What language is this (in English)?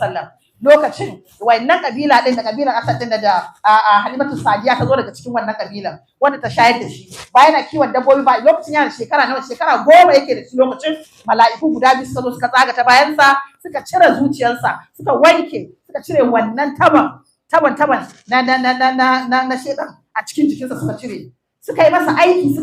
Hausa